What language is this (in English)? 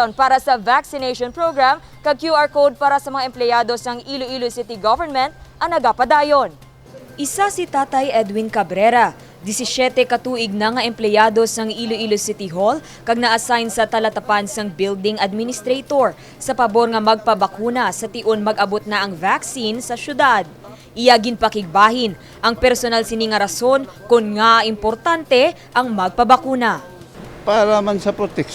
Hiligaynon